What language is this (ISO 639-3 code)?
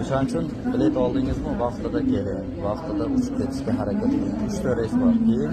uzb